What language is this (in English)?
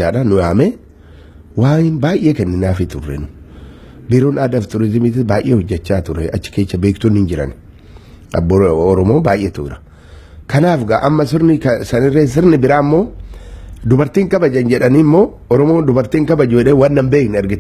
Oromo